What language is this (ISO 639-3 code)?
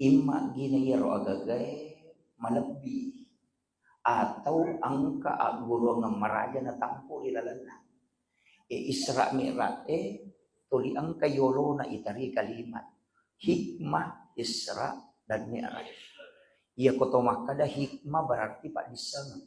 bug